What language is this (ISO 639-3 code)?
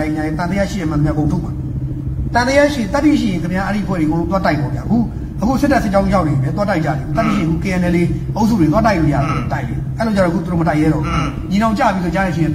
mya